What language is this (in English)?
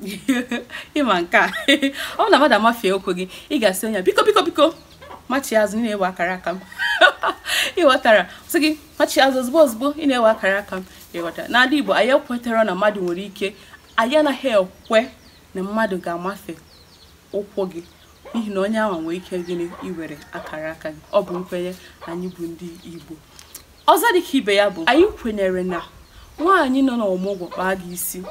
Igbo